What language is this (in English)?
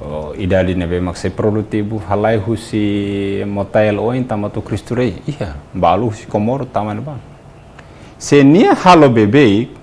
Tetum